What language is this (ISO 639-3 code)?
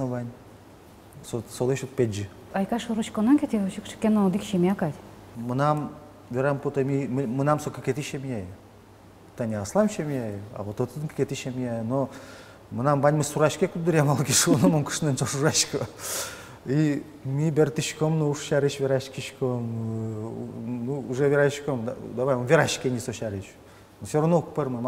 udm